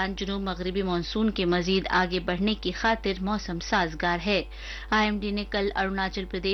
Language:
Urdu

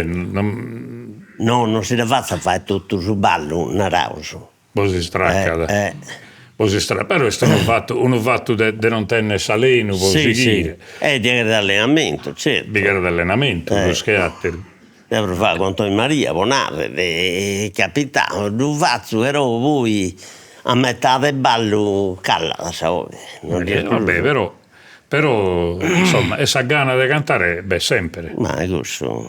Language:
Sardinian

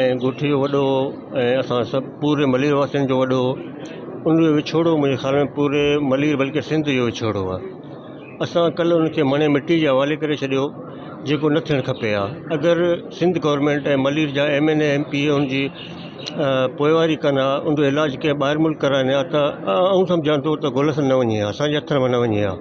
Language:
Sindhi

